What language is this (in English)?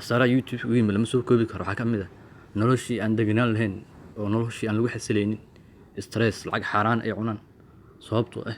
Somali